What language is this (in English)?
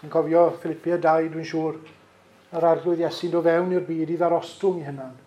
Welsh